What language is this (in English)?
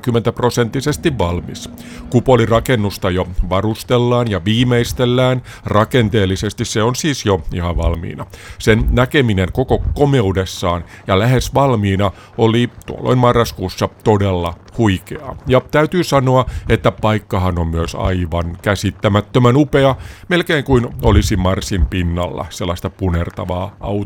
Finnish